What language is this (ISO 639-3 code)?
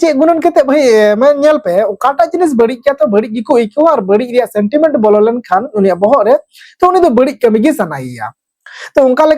sat